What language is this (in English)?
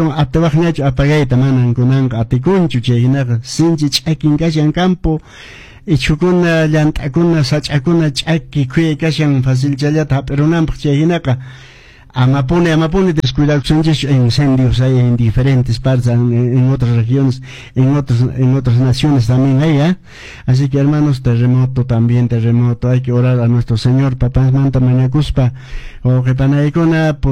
Quechua